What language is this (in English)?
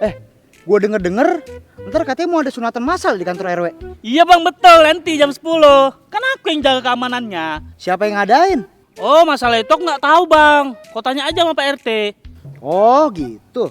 Betawi